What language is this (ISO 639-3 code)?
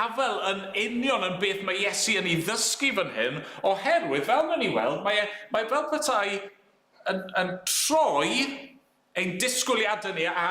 cym